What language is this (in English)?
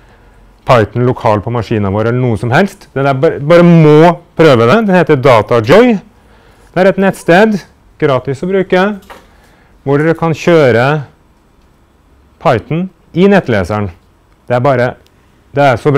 Norwegian